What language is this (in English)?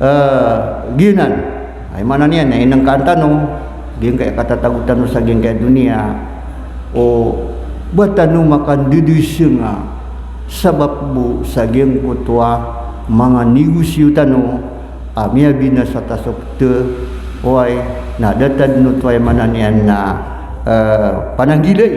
Maranao